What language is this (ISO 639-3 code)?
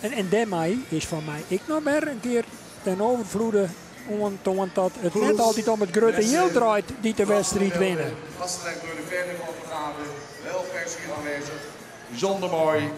fry